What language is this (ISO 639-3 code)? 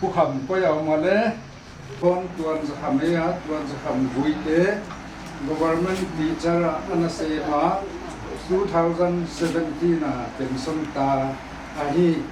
pck